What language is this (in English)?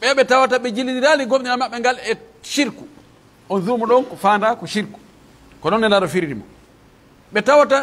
Pular